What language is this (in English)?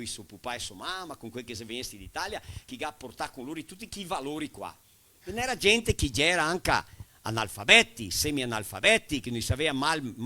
Venetian